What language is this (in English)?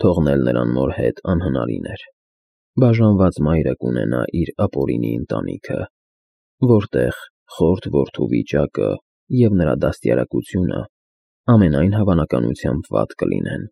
Armenian